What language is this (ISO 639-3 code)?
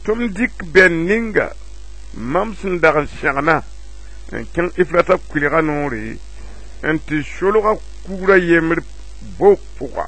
mos